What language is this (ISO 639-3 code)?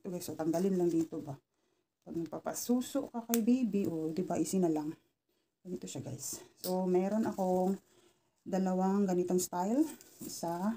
fil